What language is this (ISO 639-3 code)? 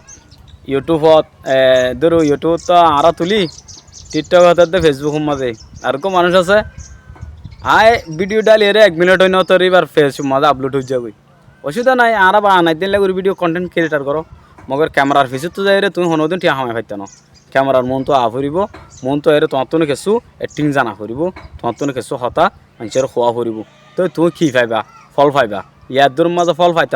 rhg